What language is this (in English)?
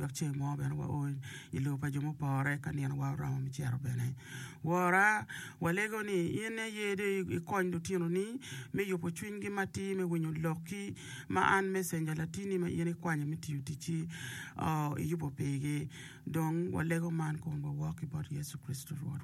Acoli